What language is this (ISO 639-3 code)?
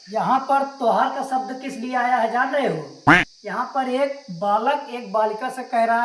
awa